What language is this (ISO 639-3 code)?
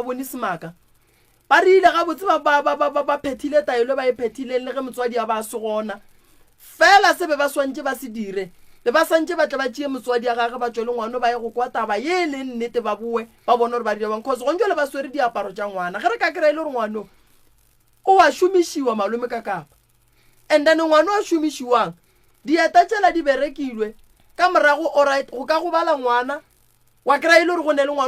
nso